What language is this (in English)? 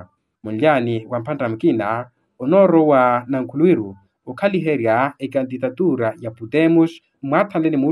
Makhuwa